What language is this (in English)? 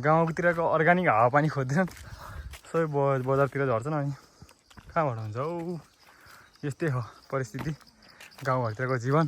Nepali